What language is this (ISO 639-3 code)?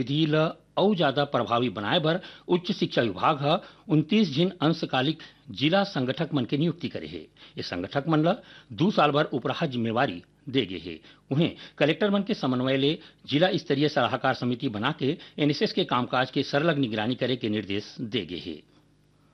hne